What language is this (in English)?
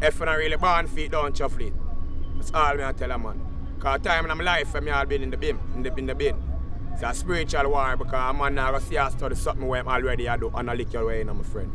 Jamaican Creole English